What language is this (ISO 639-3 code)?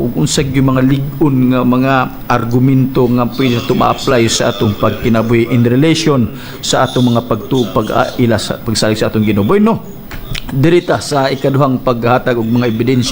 ceb